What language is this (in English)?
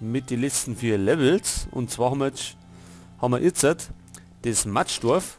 Bavarian